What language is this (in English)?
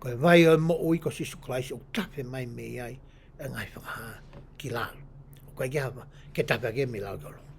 Tongan